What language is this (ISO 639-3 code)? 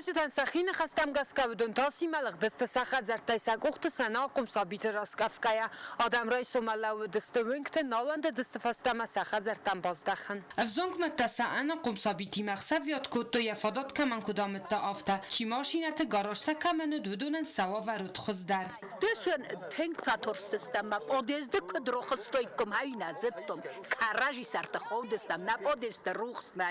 oss